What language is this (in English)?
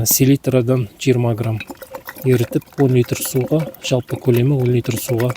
Kazakh